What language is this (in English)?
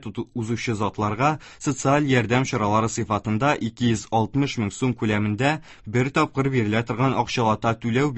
Tatar